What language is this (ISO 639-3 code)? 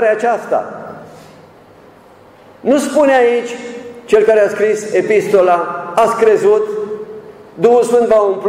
ron